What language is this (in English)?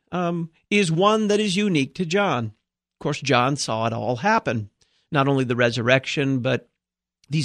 English